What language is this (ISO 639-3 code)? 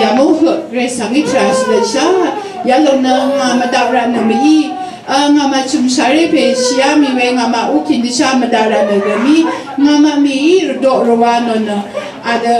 raw